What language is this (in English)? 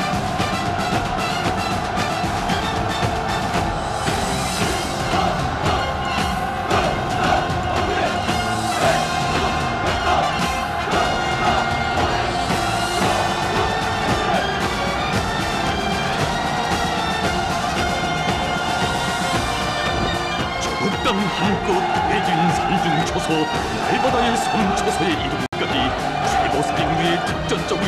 Korean